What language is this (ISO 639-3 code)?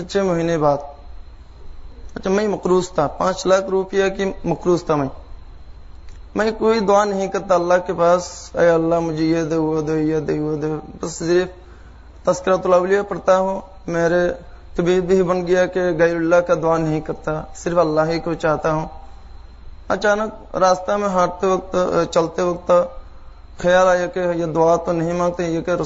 urd